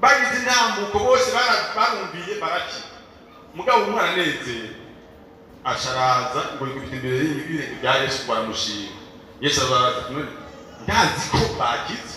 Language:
Rundi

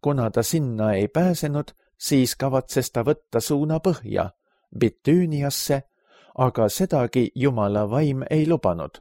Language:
Estonian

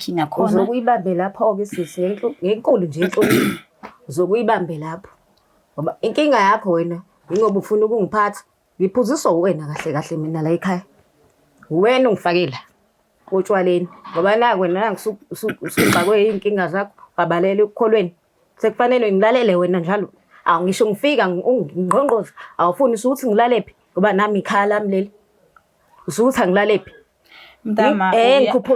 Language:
Zulu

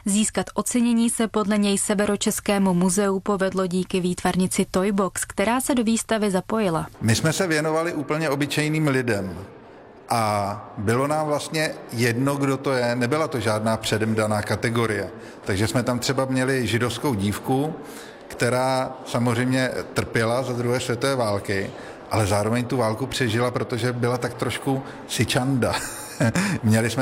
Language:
Czech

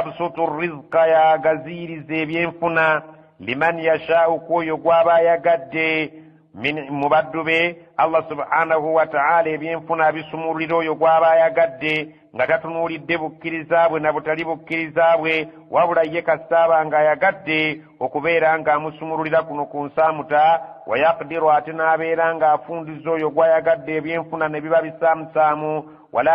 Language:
Ganda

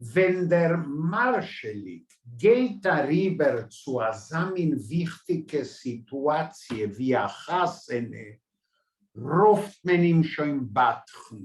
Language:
Yiddish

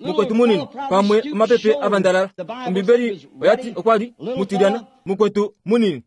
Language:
Kuanyama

